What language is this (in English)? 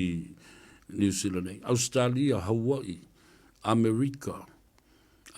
Samoan